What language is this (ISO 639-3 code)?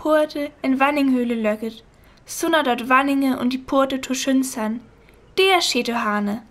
frr